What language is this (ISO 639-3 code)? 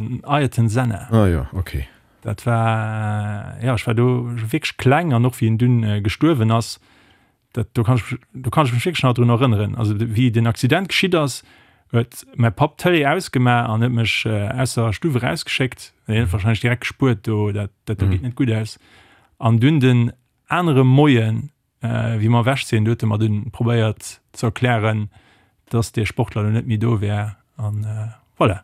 ltz